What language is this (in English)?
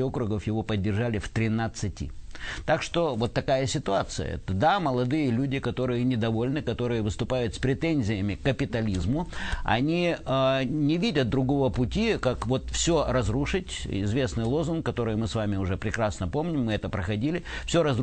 Russian